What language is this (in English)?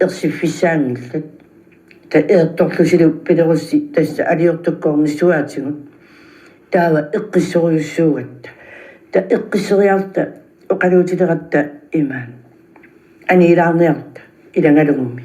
Kalaallisut